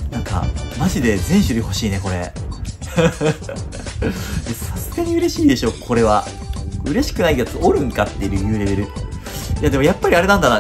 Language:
Japanese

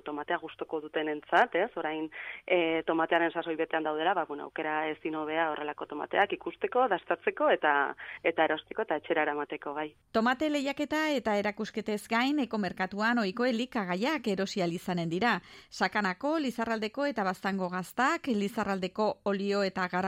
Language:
Basque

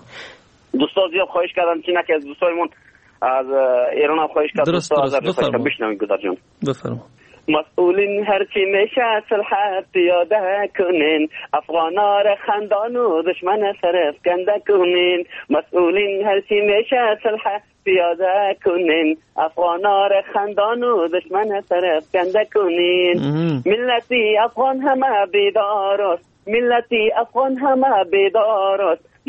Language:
Persian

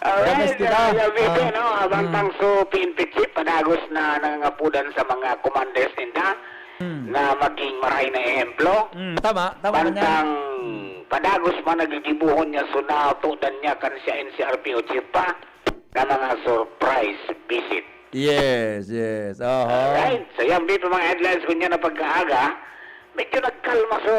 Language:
Bikol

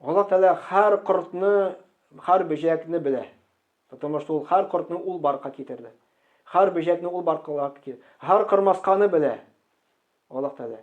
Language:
Tatar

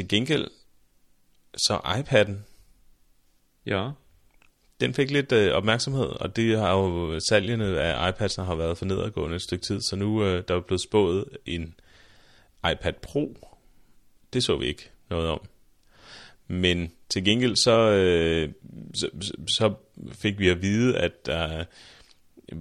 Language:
Danish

